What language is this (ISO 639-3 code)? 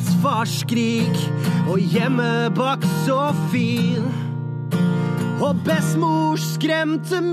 nor